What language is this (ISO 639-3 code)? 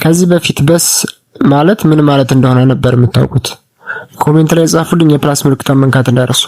amh